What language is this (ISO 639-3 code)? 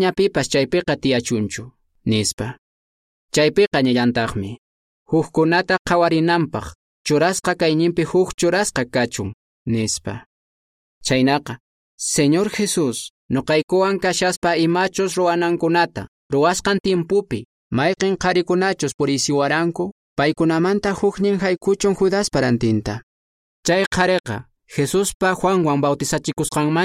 que